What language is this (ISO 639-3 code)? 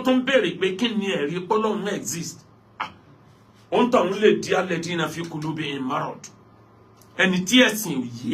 yor